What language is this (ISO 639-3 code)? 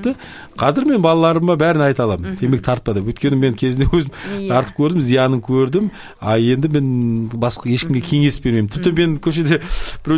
kaz